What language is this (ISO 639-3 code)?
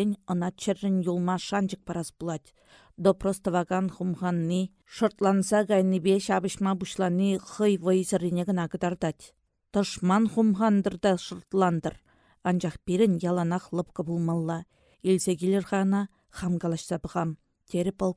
chv